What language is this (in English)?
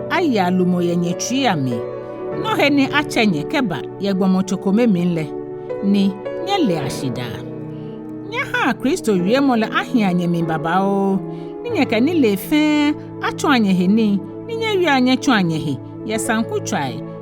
Ga